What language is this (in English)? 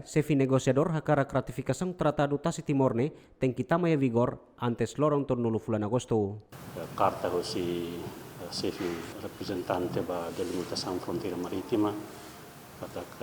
Tetum